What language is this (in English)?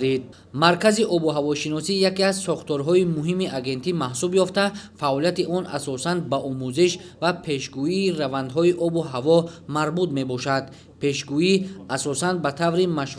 Tajik